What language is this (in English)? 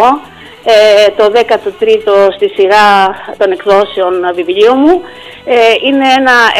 Greek